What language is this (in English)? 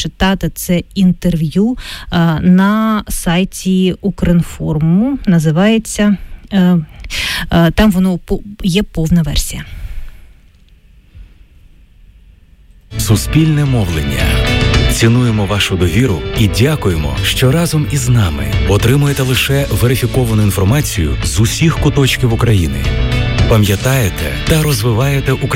Ukrainian